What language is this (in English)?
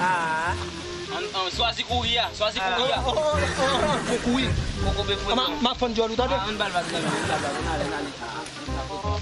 Haitian Creole